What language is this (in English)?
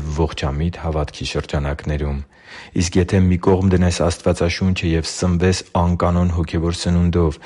Armenian